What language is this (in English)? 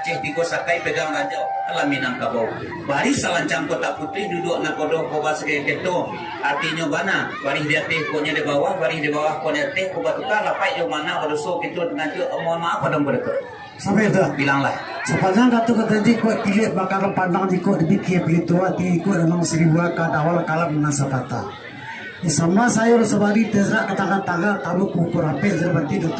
Minangkabau